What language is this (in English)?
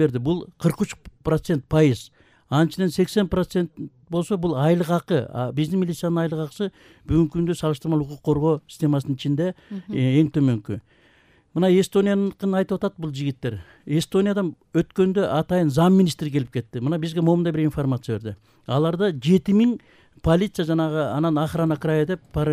Kyrgyz